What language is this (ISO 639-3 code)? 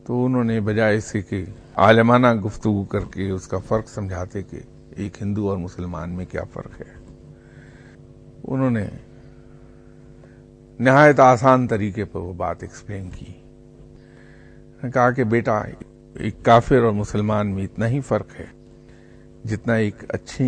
urd